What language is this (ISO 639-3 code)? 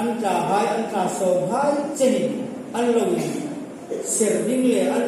hmr